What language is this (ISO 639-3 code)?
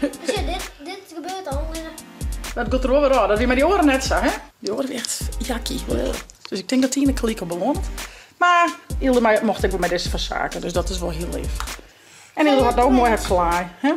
fry